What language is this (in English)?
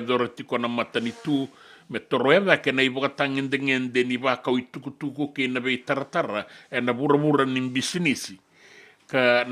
Fijian